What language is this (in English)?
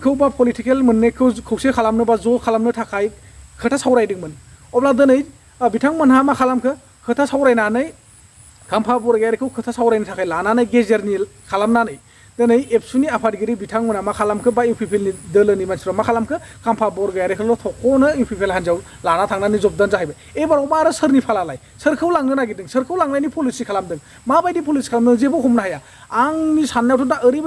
Bodo